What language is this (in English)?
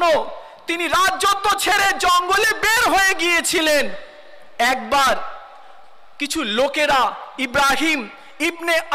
Bangla